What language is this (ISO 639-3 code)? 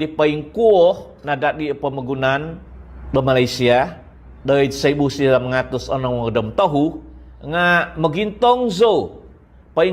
dtp